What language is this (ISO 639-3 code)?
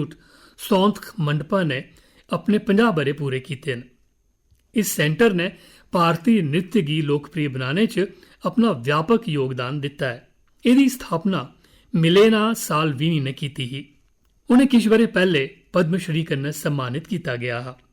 doi